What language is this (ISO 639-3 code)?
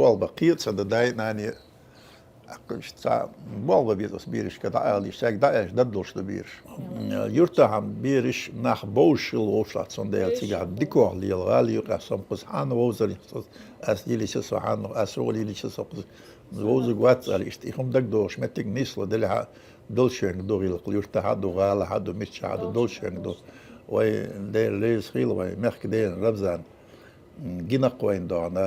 che